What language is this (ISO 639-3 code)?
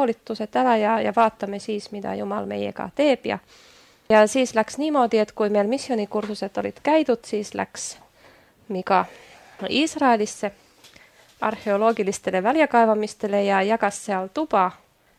est